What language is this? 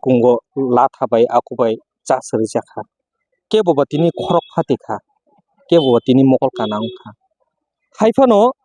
Kok Borok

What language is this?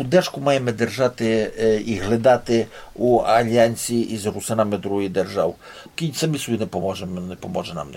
Rusyn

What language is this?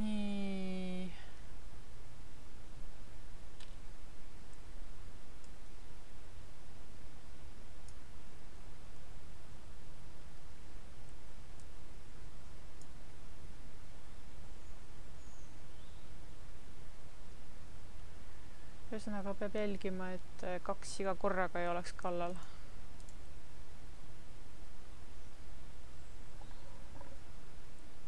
Estonian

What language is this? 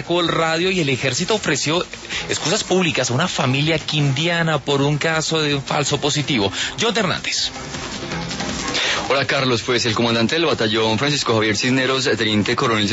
Spanish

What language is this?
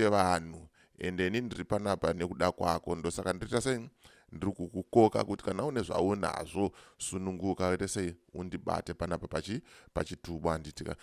Shona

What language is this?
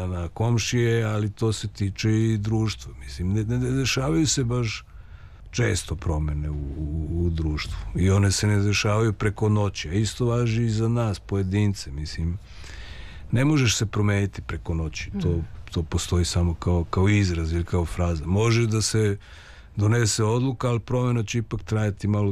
Serbian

